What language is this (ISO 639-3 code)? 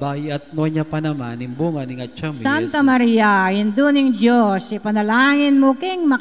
pam